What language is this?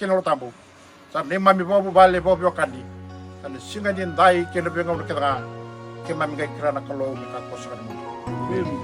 Fijian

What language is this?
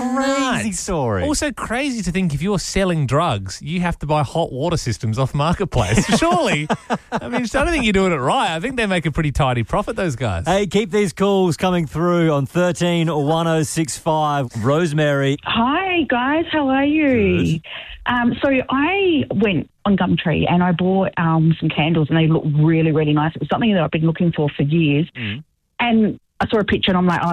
English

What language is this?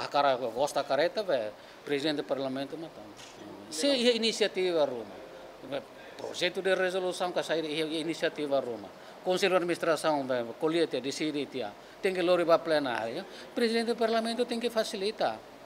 Tetum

